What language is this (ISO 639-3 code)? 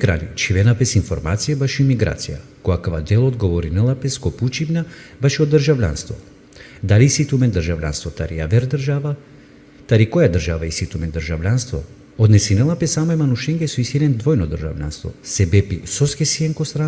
rmn